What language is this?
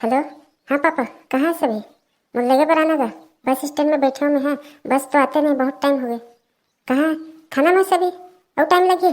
Chhattisgarhi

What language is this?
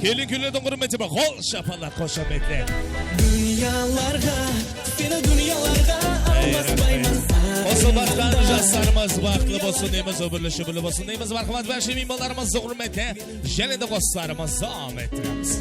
Kara-Kalpak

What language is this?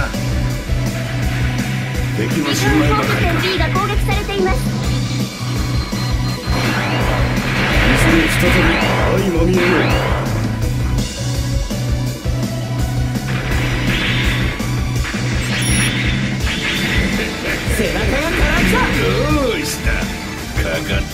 Japanese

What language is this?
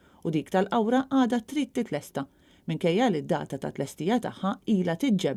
Maltese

